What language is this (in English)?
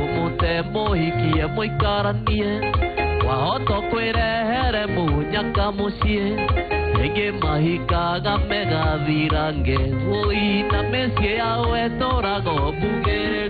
Kikuyu